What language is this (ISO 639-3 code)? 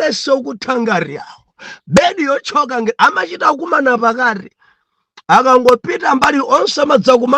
nya